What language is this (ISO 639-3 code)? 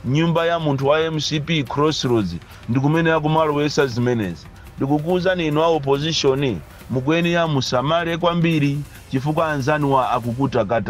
nya